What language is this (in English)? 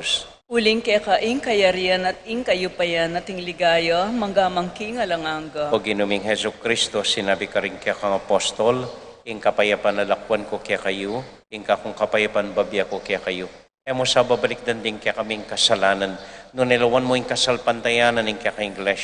Pampanga